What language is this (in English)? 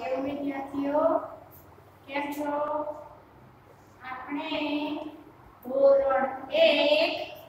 Gujarati